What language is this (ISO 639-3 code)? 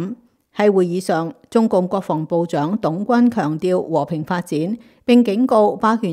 yue